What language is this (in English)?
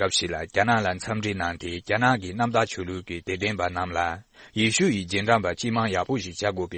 Tibetan